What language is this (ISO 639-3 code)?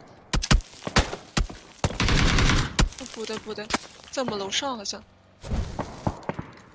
zho